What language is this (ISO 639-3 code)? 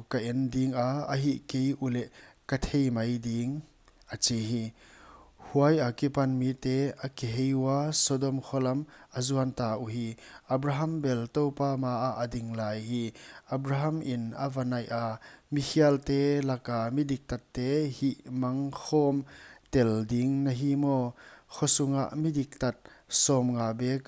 pck